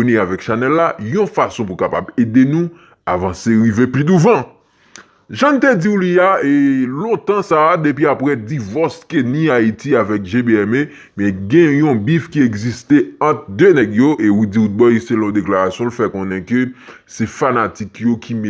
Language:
Haitian Creole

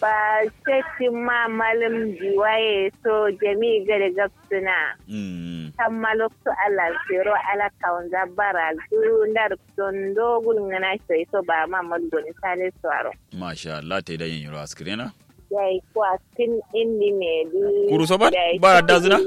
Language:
Kanuri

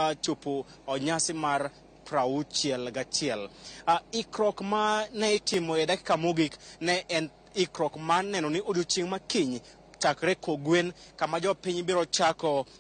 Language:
Luo (Kenya and Tanzania)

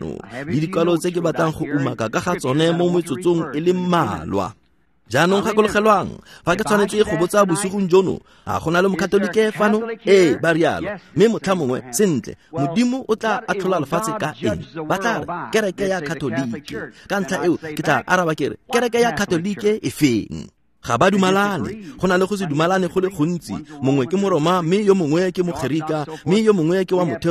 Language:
Tswana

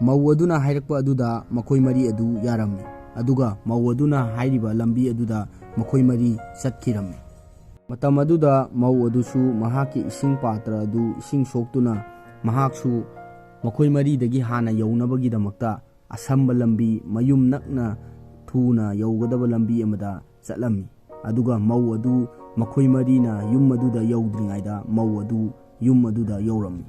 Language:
Manipuri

